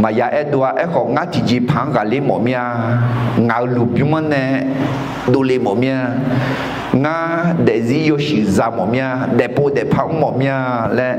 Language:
Akha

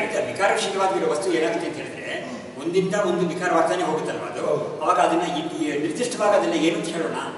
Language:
Kannada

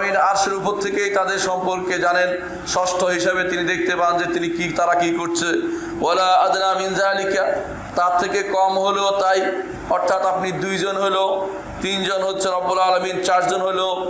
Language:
Bangla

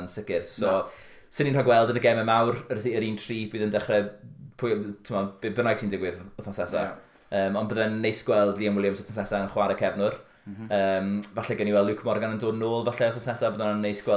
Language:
Welsh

